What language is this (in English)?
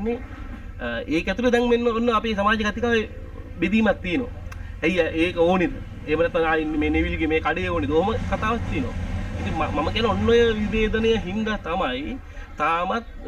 Sinhala